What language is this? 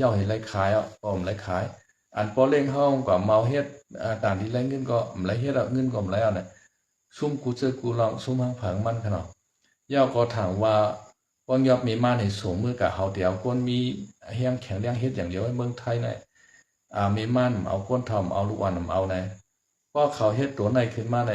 Shan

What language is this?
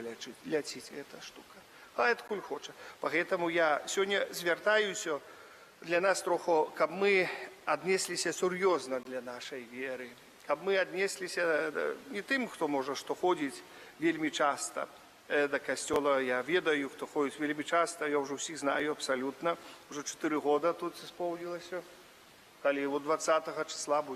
Belarusian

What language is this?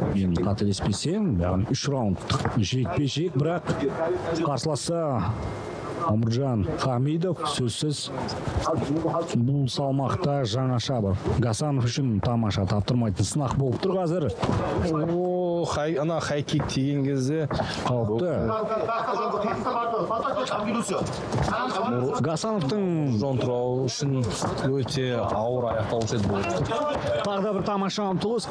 Kazakh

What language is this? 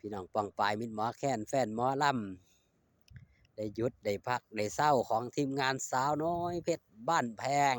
Northeastern Thai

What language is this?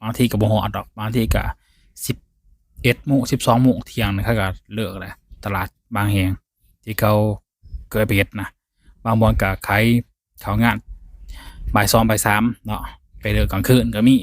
Lao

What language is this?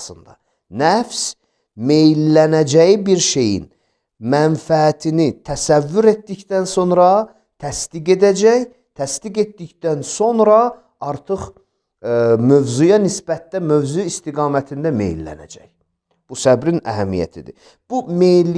Azerbaijani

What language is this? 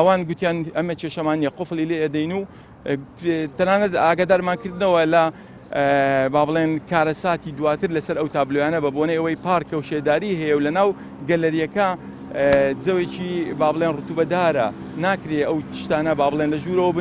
Central Kurdish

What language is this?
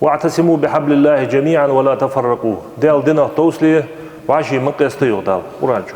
Ingush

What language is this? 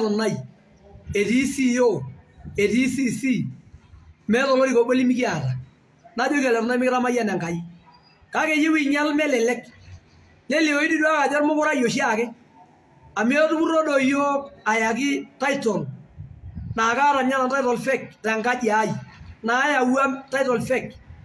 Masai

